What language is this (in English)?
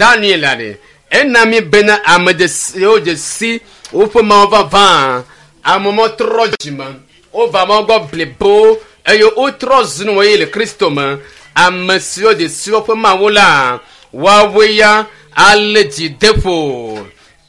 Ewe